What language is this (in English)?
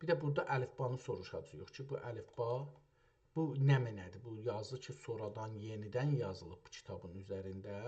South Azerbaijani